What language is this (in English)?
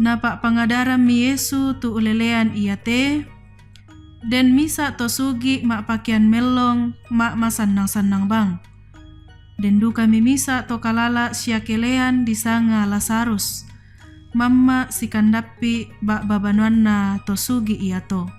Toraja-Sa'dan